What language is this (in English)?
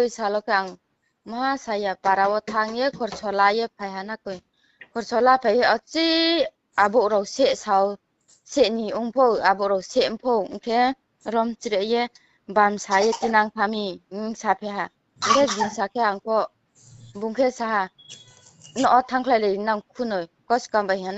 Riang (India)